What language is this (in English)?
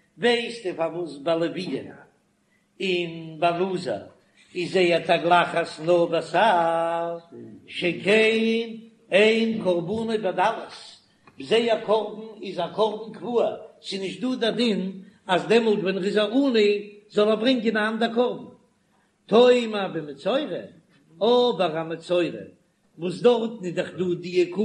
Yiddish